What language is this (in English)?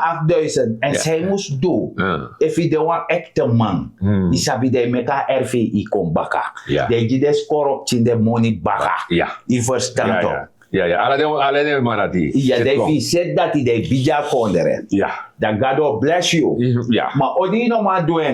Sranan Tongo